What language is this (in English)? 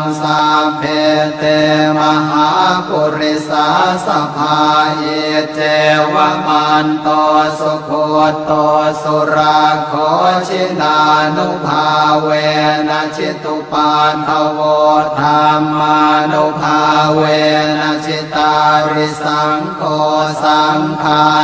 Pali